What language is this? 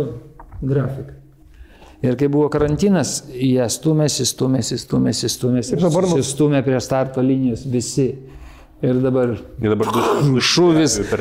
Lithuanian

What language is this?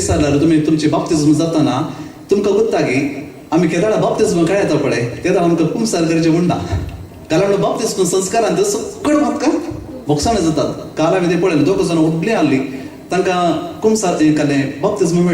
Konkani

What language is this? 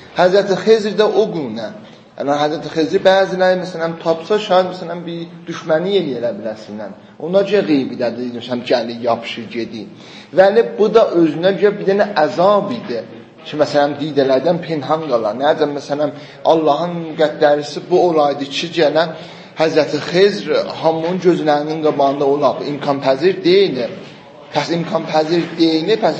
South Azerbaijani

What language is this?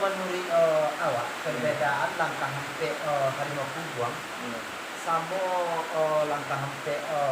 Minangkabau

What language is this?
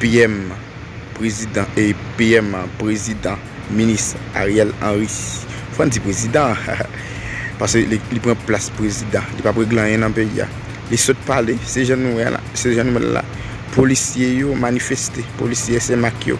Haitian Creole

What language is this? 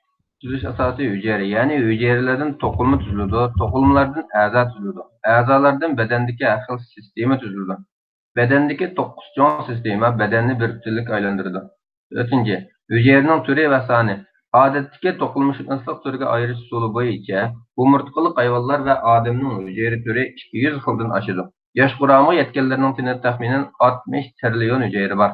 Uyghur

